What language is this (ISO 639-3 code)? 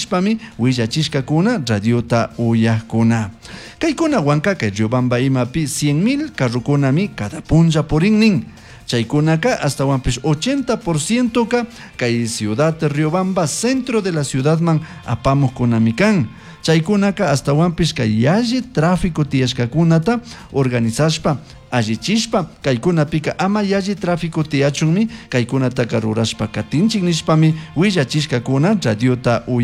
qug